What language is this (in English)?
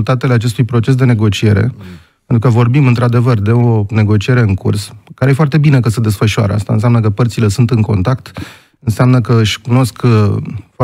Romanian